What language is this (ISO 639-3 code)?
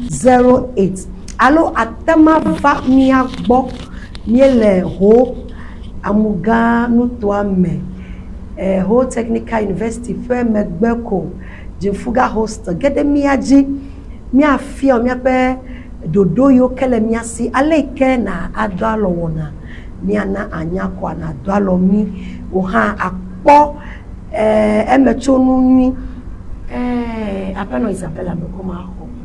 ewe